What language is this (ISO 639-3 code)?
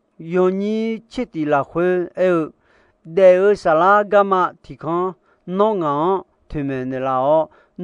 ahk